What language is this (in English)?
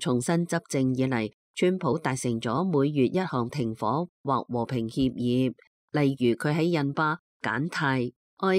Cantonese